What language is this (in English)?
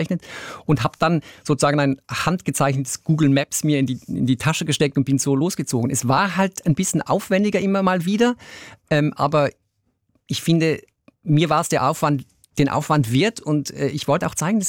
German